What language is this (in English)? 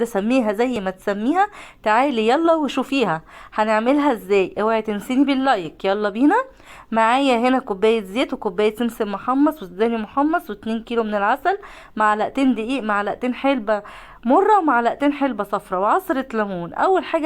Egyptian Arabic